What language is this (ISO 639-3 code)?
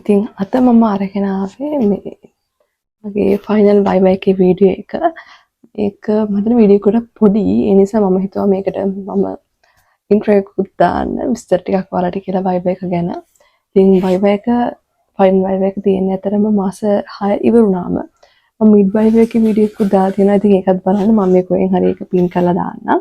sin